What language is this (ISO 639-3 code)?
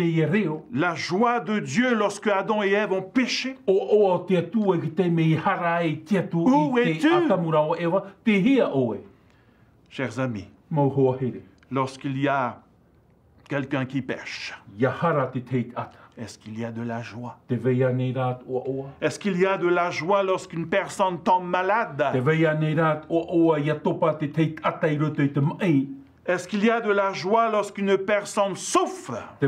tah